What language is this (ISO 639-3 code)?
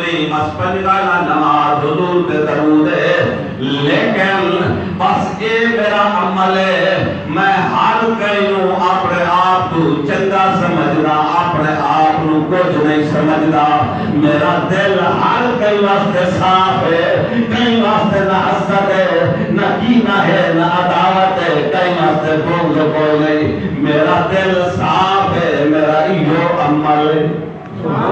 skr